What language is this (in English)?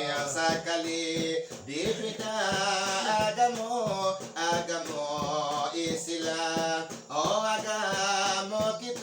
Minangkabau